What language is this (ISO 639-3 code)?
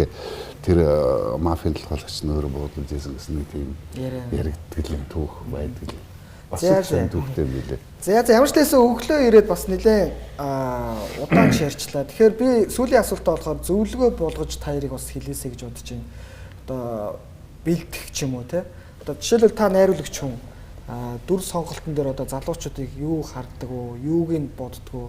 mon